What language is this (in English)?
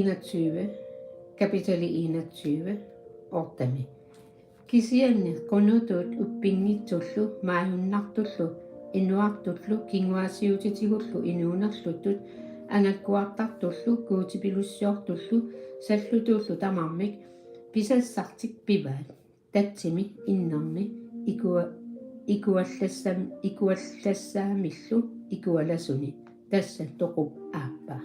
Kalaallisut